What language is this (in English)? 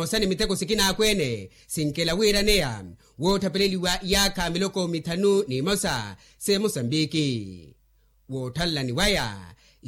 Makhuwa